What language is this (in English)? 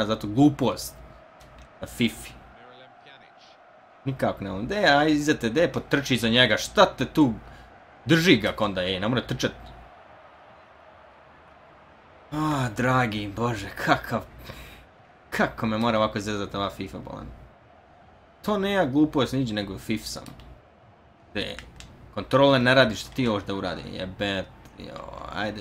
Bosnian